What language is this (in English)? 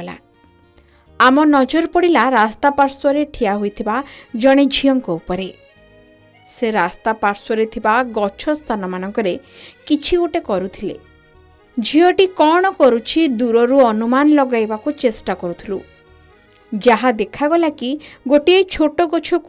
Odia